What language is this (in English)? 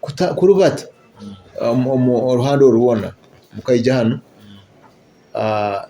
Nyoro